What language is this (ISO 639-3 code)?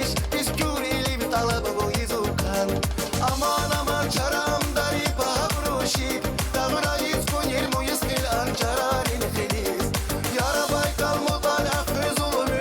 tab